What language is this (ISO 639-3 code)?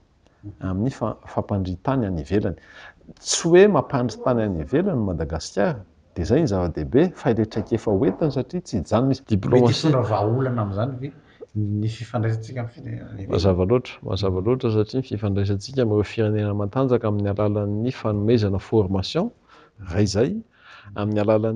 mlg